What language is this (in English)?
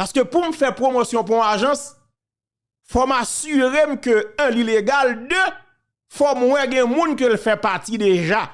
Haitian Creole